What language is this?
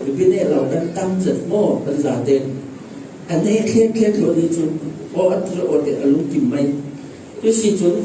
Falam Chin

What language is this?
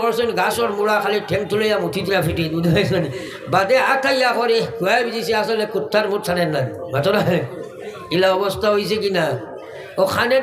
Sylheti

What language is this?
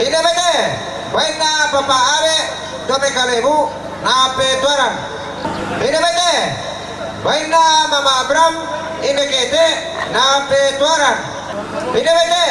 Toraja-Sa'dan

